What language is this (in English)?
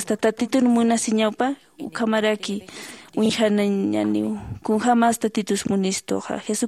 Aymara